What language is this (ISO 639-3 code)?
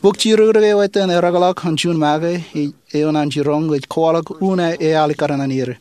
mah